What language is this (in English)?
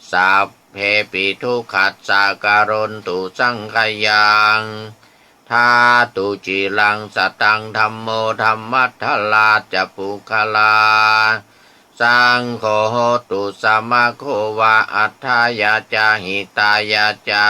Pali